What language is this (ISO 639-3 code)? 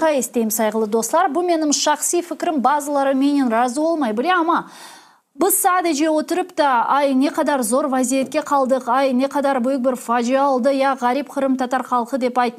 crh